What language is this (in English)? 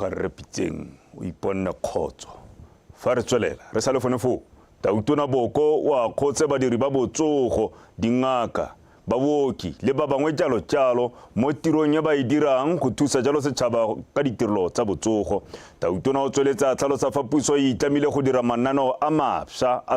Tswana